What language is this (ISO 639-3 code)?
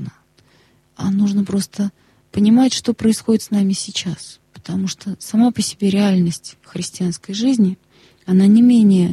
rus